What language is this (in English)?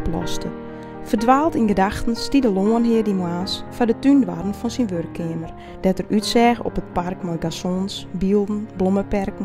Western Frisian